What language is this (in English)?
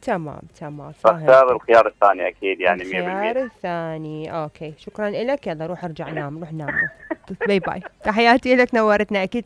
Mesopotamian Arabic